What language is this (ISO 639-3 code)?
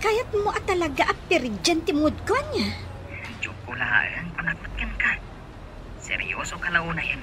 ilo